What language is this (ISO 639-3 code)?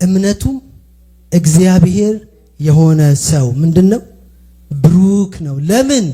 amh